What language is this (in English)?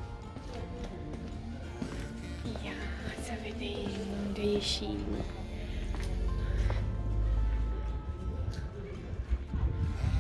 Romanian